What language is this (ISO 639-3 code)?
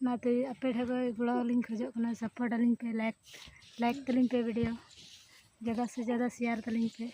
sat